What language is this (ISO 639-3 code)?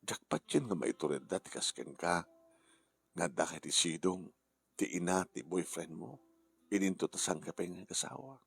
ilo